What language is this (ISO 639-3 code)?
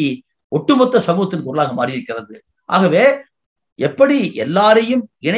tam